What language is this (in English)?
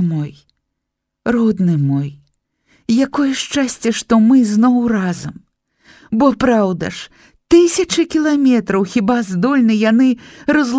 Belarusian